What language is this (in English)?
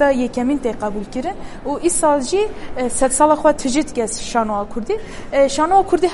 Kurdish